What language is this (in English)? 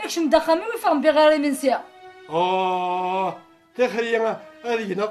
Kabyle